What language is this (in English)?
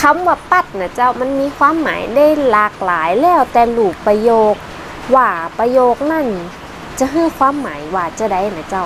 Northern Thai